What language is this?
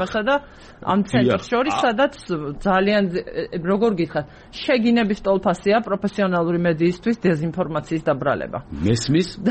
Georgian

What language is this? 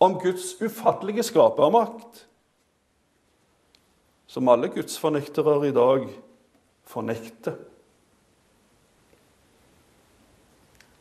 Norwegian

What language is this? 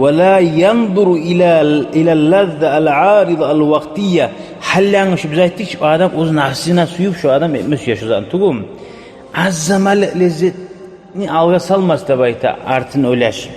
Kumyk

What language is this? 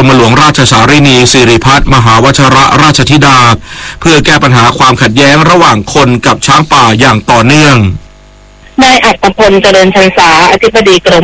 Thai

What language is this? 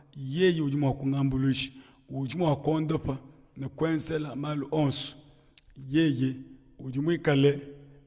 Luba-Lulua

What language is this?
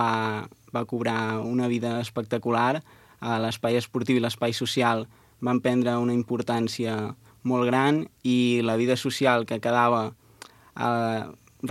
Catalan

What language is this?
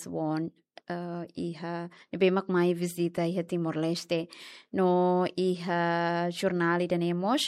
Tetum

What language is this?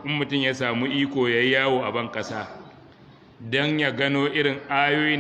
Hausa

